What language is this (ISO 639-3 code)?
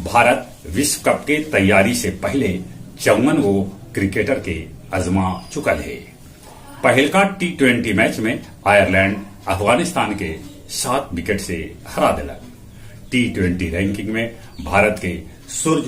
mag